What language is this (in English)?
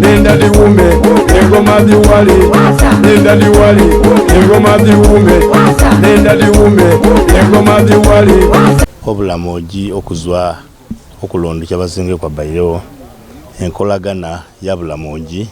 Soga